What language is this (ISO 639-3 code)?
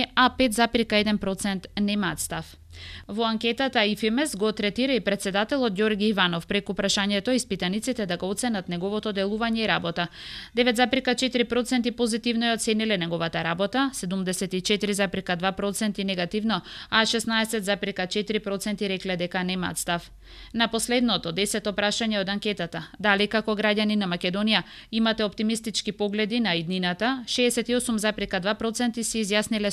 mkd